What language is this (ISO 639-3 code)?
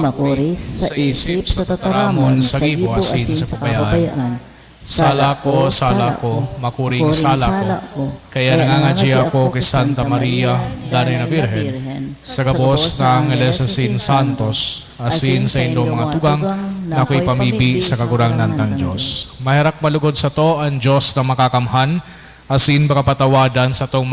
bik